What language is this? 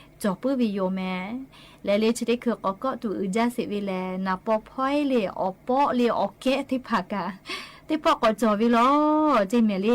Lahu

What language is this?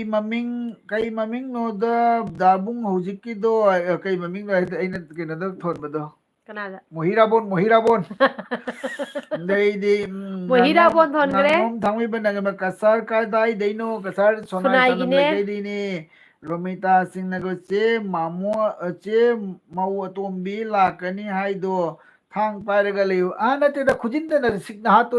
Manipuri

